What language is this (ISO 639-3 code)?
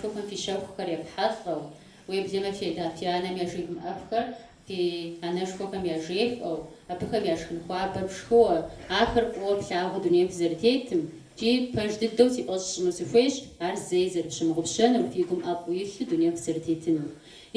kbd